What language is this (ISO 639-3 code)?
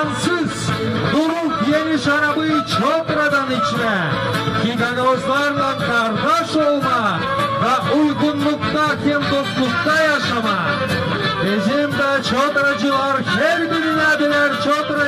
gag